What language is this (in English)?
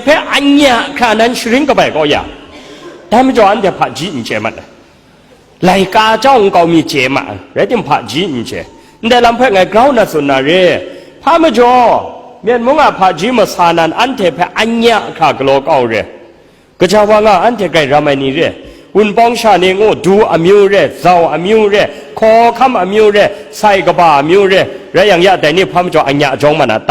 Kachin